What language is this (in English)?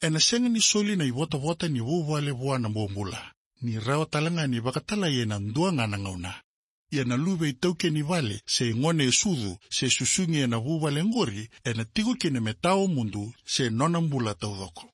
Fijian